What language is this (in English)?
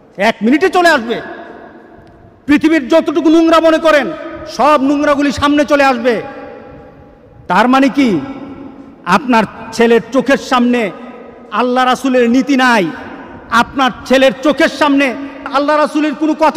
Bangla